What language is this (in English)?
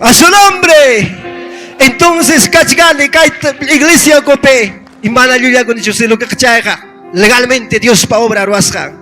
Ayacucho Quechua